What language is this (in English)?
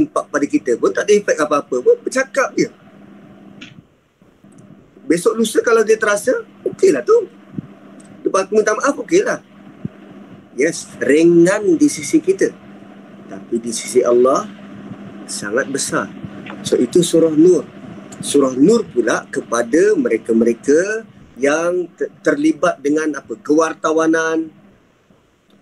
Malay